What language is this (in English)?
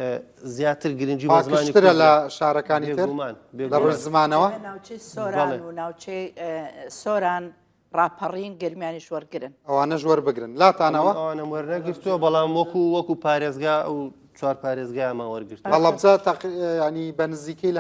Central Kurdish